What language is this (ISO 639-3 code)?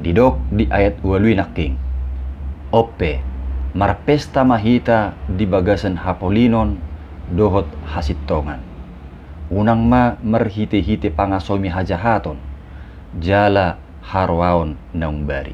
bbc